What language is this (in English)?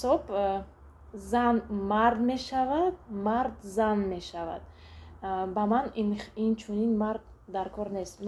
Tajik